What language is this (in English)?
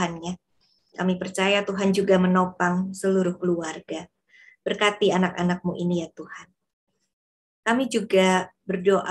Indonesian